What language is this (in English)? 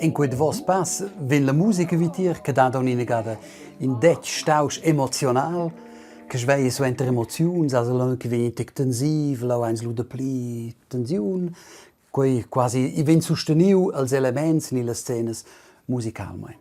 Romansh